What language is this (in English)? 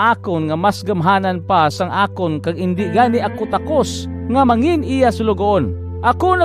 Hiligaynon